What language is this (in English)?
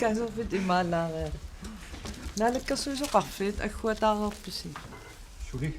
Kalaallisut